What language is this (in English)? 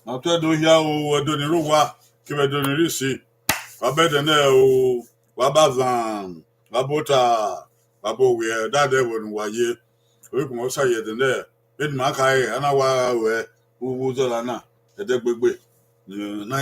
Bini